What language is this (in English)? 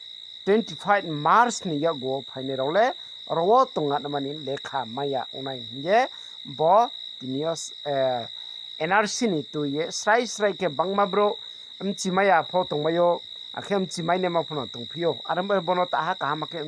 Riang (India)